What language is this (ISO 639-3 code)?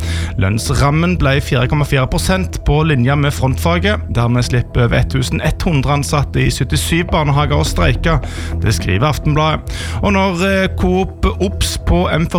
nor